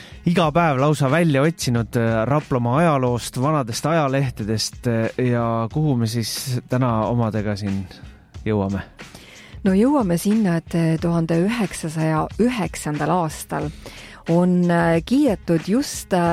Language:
Estonian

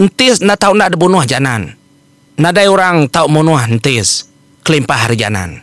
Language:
Iban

